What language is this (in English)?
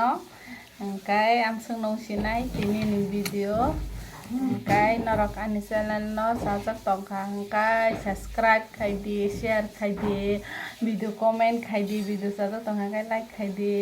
Kok Borok